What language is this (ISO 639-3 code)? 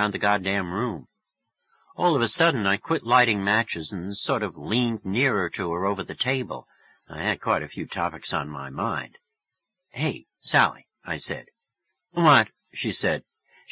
eng